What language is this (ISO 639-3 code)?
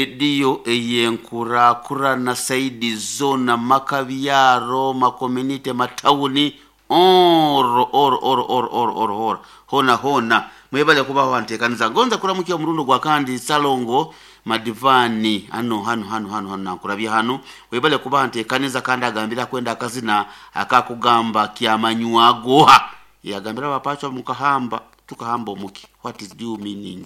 nyo